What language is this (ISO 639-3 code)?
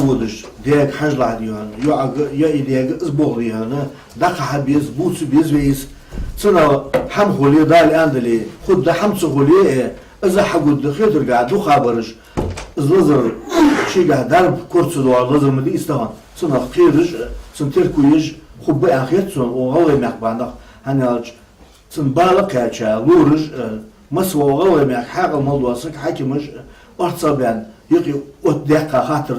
inh